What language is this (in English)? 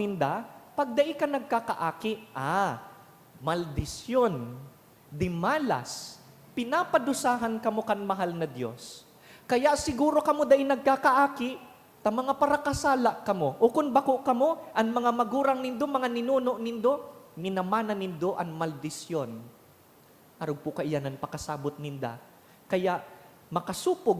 Bikol